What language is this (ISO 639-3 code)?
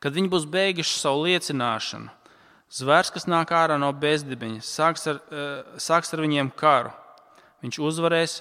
lav